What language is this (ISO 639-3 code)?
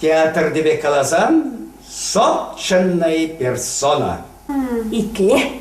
chv